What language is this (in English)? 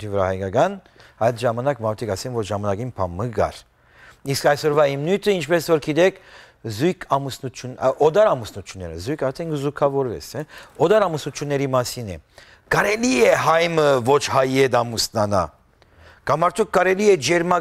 Western Armenian